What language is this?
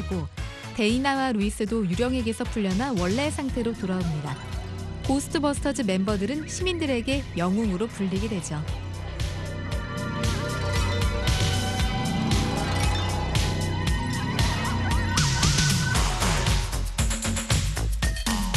Korean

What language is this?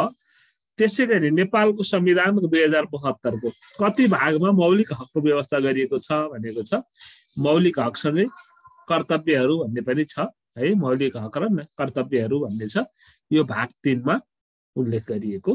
Nepali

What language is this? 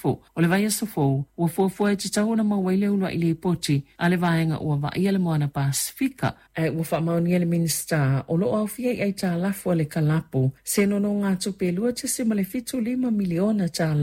Samoan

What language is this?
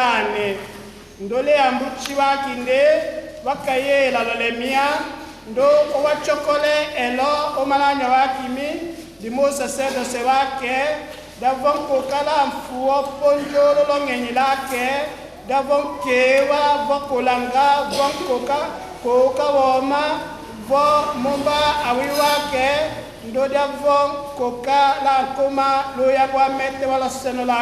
Tetela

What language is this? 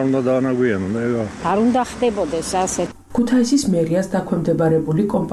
Georgian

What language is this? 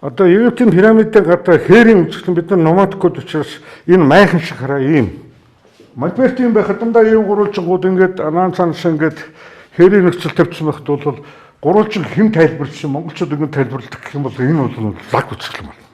Mongolian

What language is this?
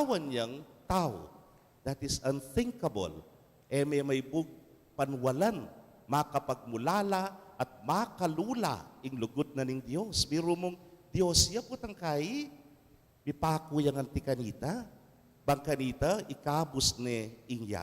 Pampanga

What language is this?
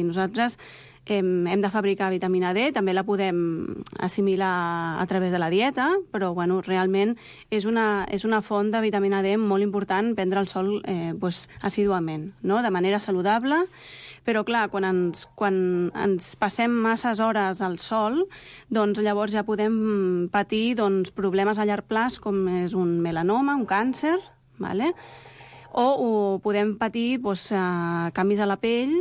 Catalan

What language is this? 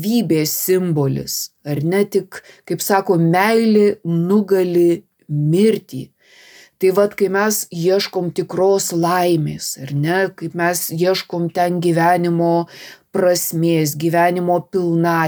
Lithuanian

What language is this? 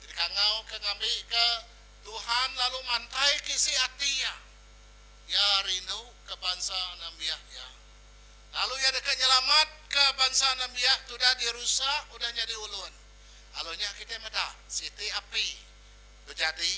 Iban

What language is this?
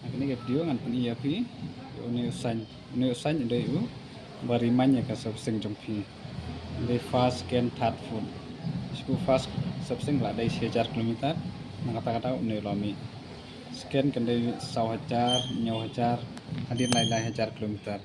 Khasi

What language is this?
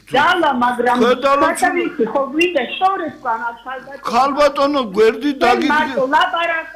Georgian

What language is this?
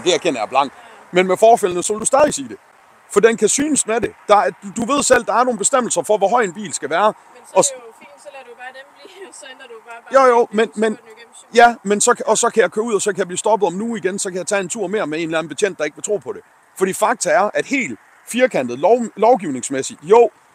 Danish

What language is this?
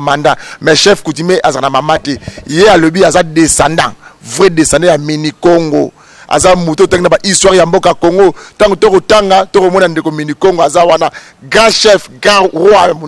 Lingala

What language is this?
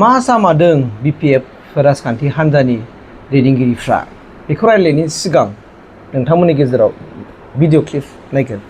Bodo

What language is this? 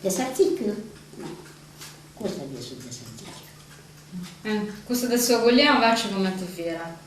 Sardinian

